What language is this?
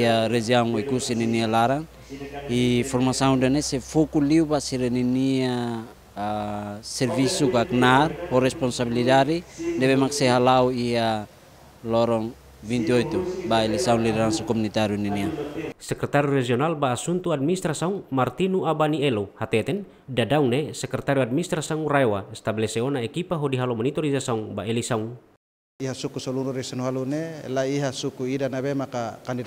Tetum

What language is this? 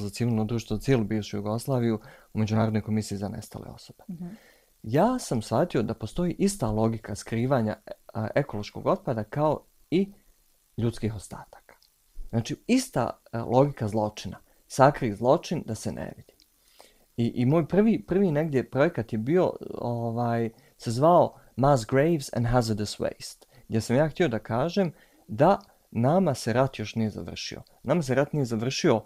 Bosnian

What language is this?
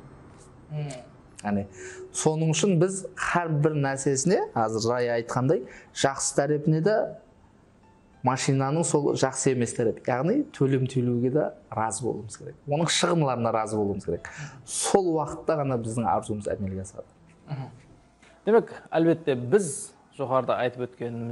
Kara-Kalpak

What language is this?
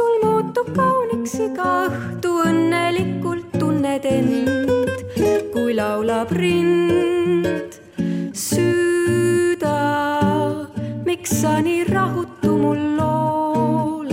Estonian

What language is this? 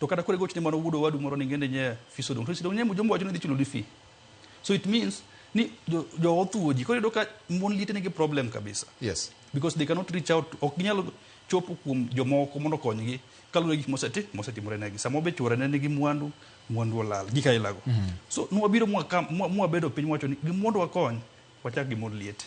Luo (Kenya and Tanzania)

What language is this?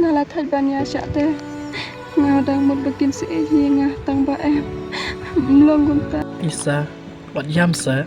Khasi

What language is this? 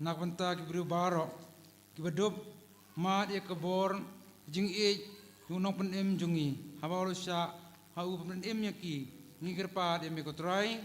Khasi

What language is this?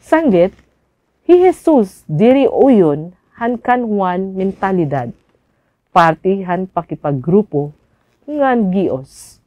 Waray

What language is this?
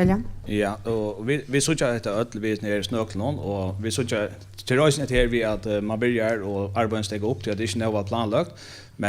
Faroese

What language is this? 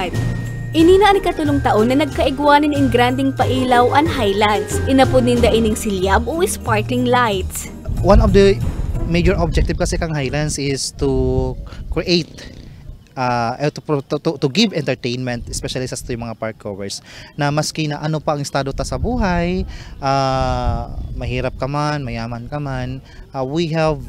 Bikol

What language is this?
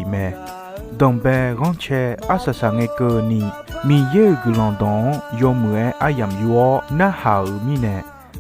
Akha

